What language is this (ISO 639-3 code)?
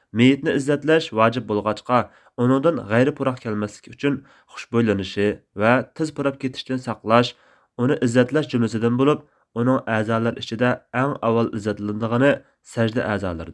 uig